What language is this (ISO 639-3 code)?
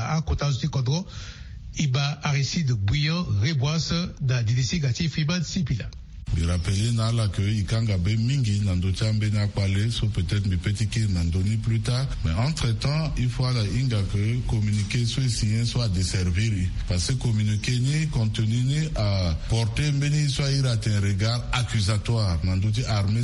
sag